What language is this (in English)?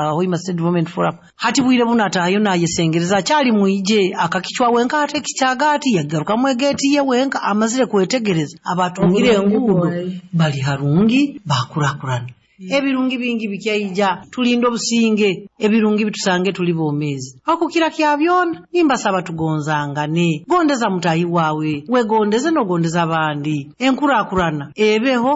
Nyoro